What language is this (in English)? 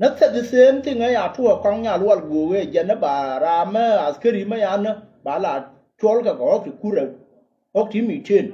Nuer